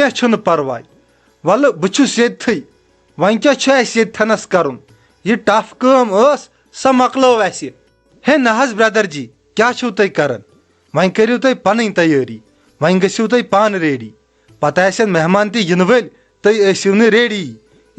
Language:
Kashmiri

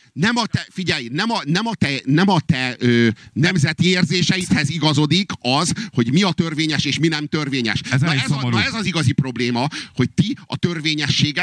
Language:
Hungarian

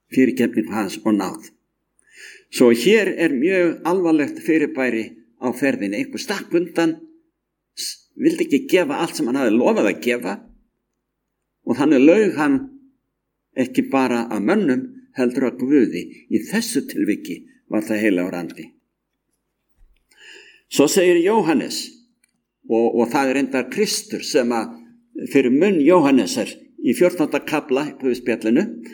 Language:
Icelandic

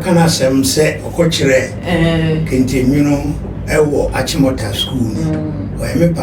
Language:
Akan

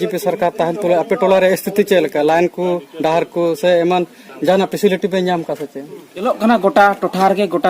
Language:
Santali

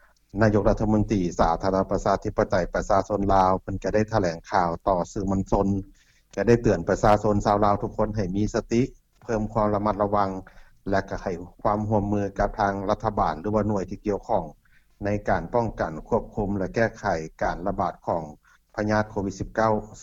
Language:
Lao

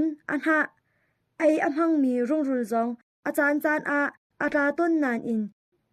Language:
Hakha Chin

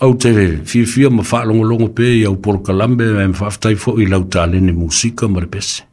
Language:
Samoan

